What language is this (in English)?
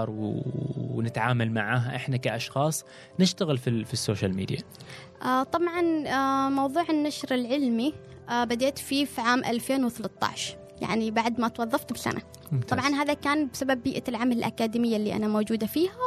Gulf Arabic